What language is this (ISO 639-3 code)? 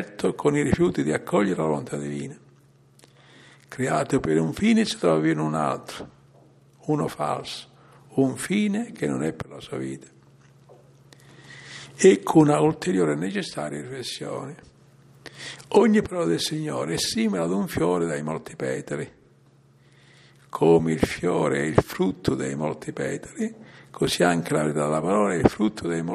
ita